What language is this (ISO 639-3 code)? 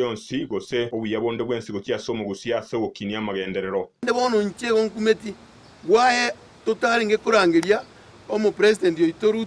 guz